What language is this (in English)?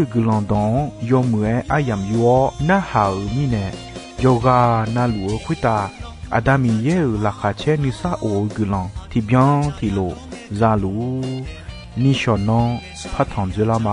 Akha